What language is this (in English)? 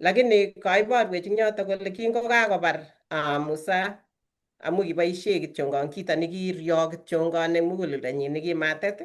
Kalenjin